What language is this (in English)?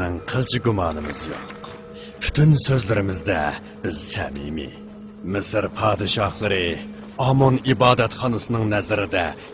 Uyghur